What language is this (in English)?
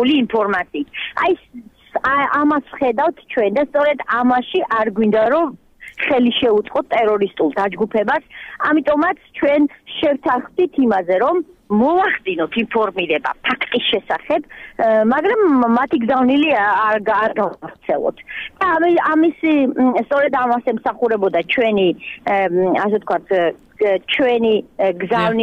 Georgian